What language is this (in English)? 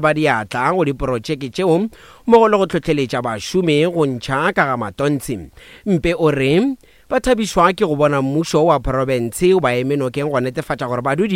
Northern Sotho